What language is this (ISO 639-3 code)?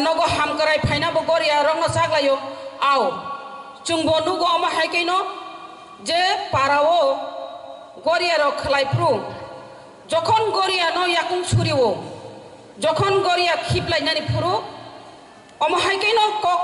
trp